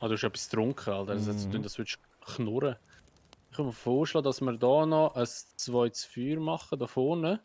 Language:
Swiss German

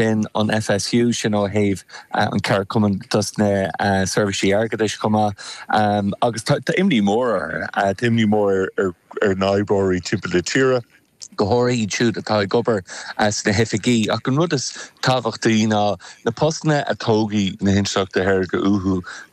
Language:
Irish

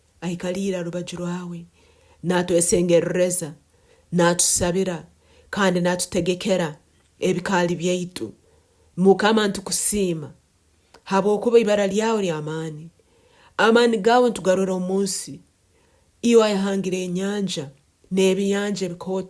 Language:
Nyoro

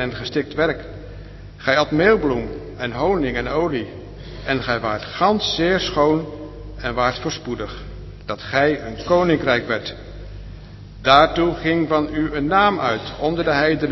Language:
Dutch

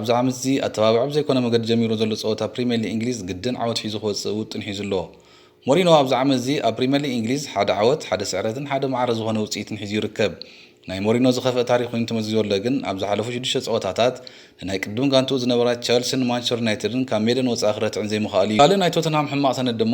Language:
Tigrinya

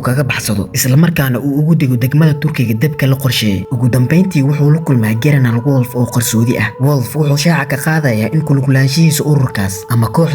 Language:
Somali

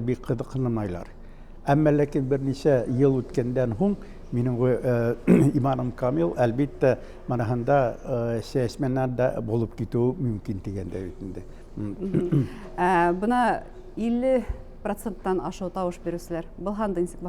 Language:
Bashkir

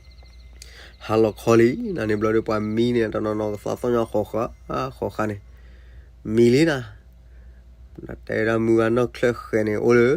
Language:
S'gaw Karen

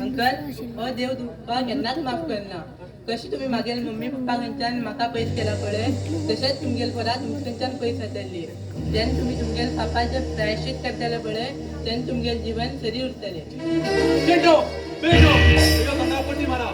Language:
Konkani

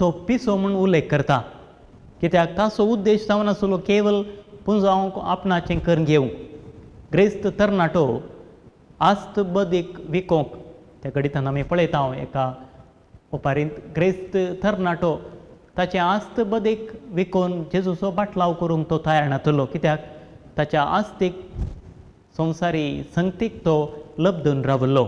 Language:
Konkani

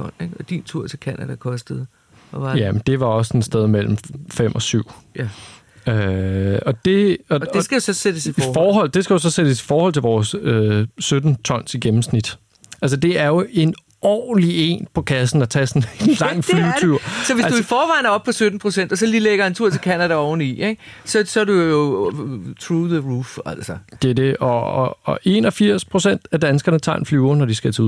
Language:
Danish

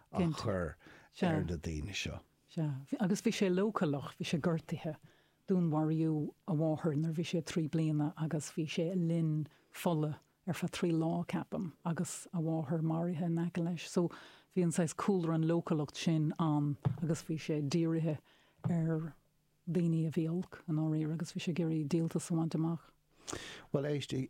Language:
Irish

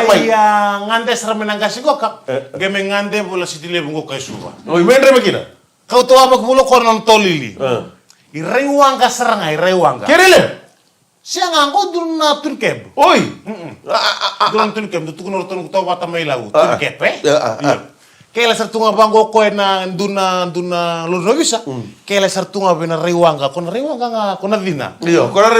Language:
Fijian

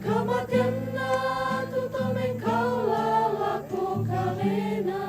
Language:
Toraja-Sa'dan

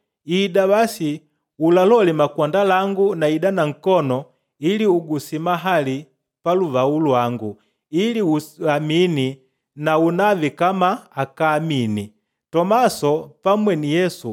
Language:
Makonde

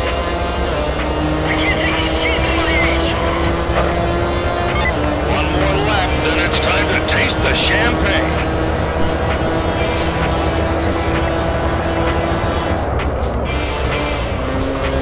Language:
English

